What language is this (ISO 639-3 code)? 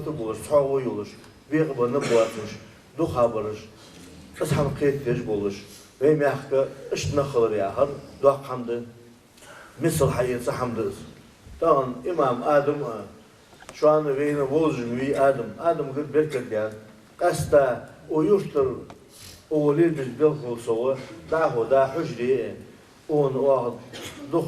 inh